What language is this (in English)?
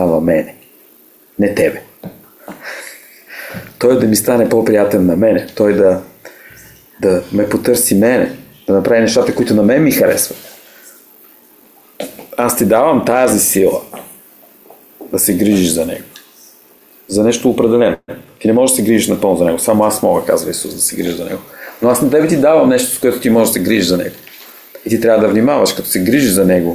Bulgarian